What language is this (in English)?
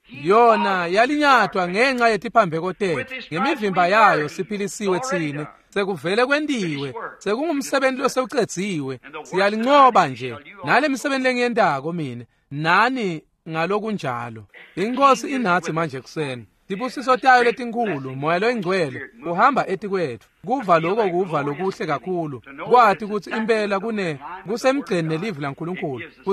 Swati